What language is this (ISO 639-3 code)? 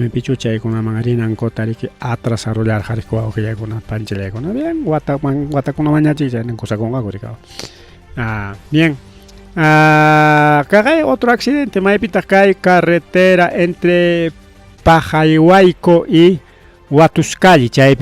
quy